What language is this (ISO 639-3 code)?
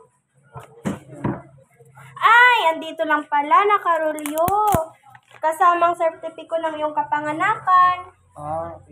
fil